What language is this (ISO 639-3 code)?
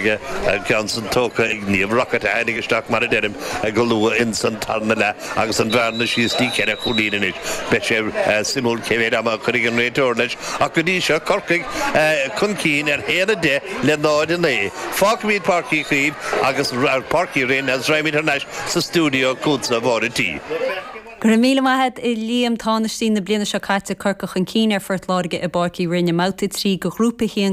gle